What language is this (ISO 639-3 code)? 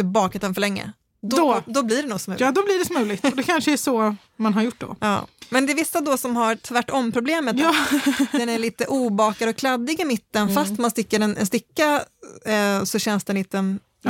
swe